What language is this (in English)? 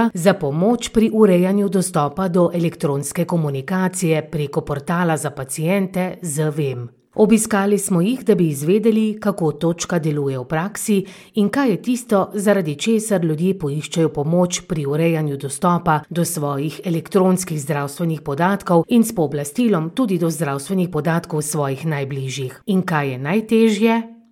Slovenian